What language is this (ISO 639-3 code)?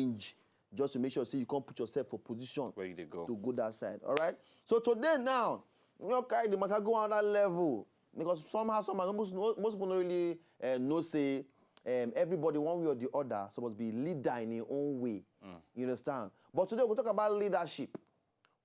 pcm